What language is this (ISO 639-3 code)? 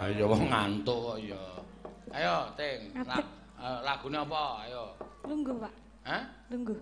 jav